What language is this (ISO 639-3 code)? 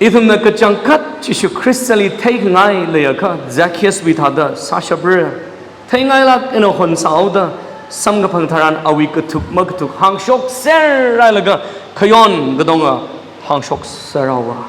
nmf